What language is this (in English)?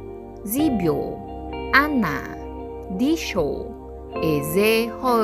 Akha